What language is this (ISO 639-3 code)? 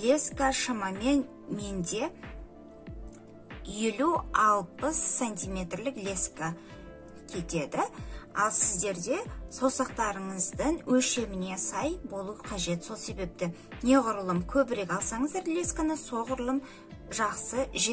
kaz